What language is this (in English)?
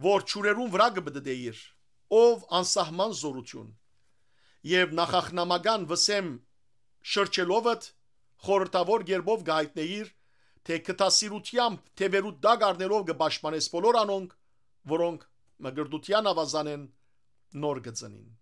Western Armenian